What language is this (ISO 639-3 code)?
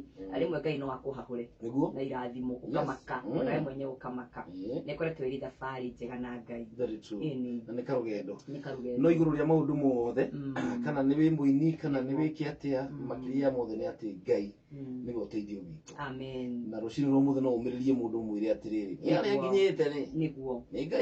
kik